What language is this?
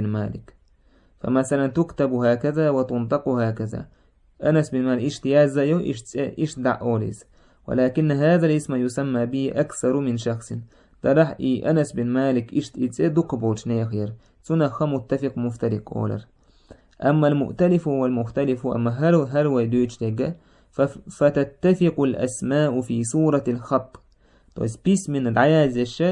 Chechen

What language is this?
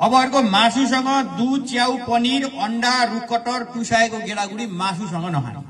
Nepali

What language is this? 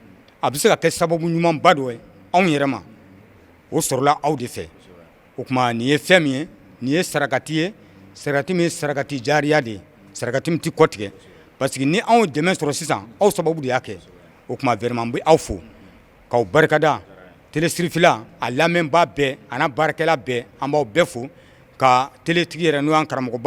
Bambara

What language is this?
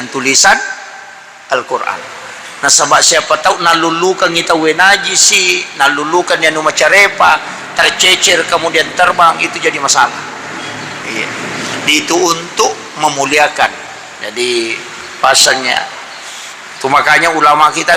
Buginese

